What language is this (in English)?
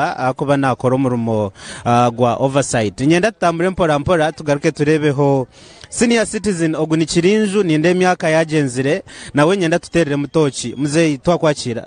Nyankole